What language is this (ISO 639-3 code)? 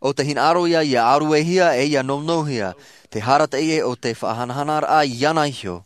tah